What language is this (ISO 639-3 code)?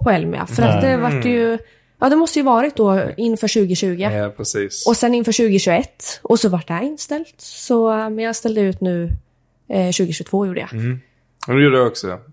swe